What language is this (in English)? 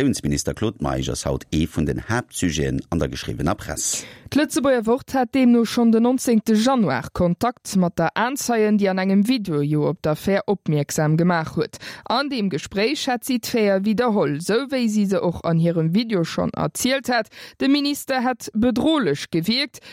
Luxembourgish